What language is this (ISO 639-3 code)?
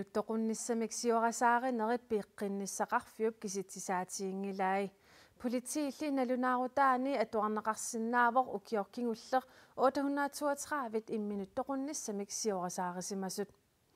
kal